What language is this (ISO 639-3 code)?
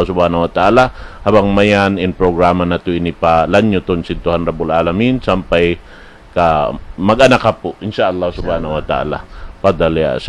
tsg